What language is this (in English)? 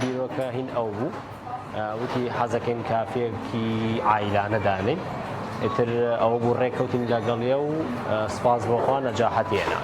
Central Kurdish